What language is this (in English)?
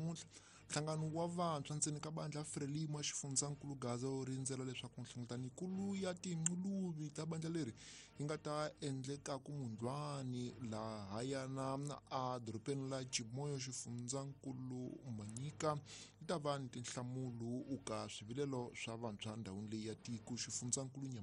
Tsonga